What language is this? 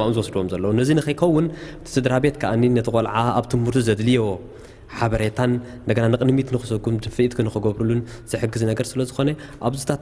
Tigrinya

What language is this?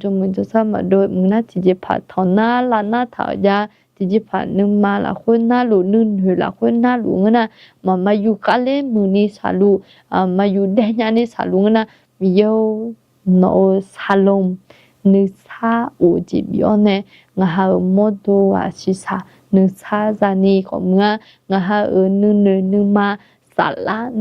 Akha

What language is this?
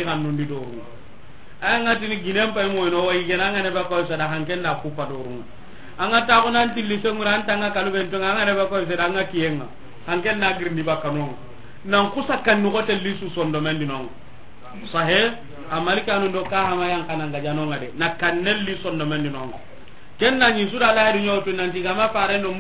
Soninke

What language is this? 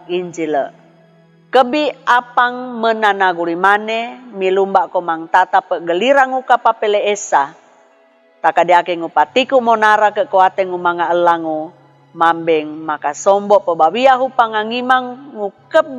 Sangir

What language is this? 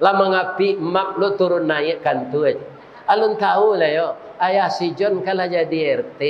Minangkabau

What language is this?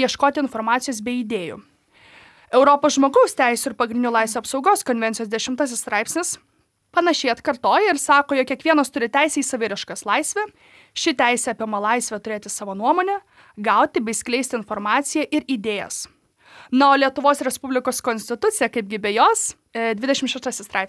Lithuanian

